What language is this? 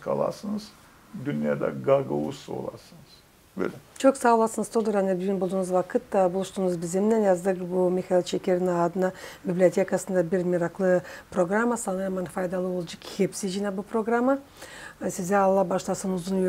Gagauz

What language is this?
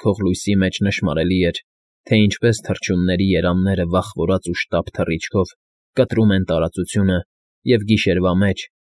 Armenian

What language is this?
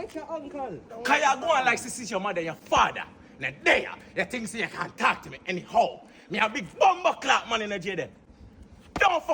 Jamaican Creole English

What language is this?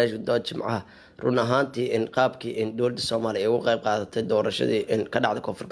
Somali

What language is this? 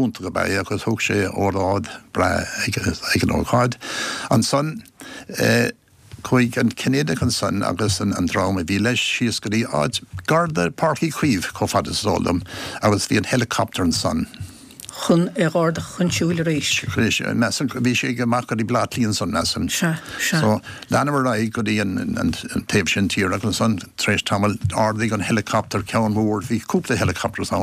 Irish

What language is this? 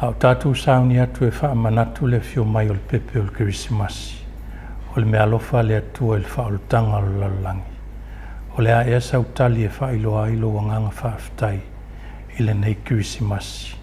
Samoan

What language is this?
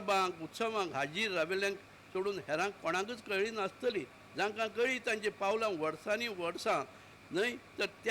Konkani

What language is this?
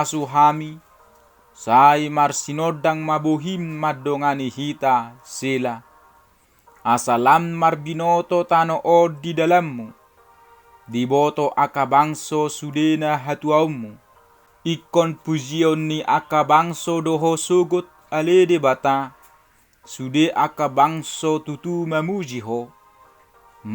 Batak Toba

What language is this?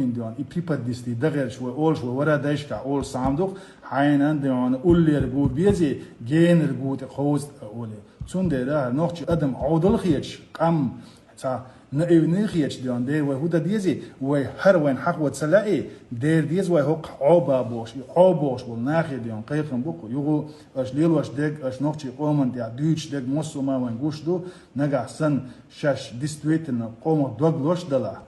Chechen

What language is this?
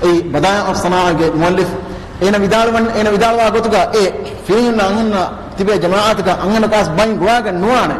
Divehi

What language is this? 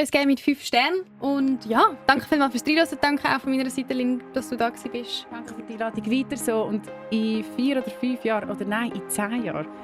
Swiss German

